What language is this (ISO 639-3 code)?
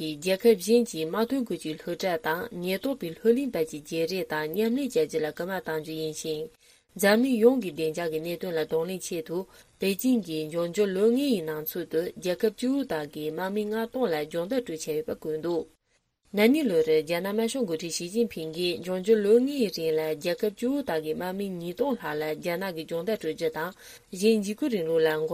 bod